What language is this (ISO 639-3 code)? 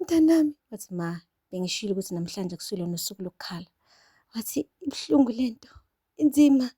zul